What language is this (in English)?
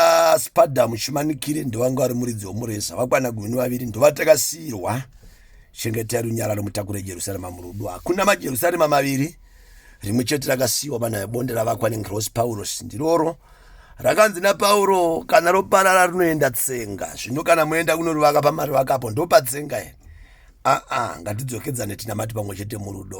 Shona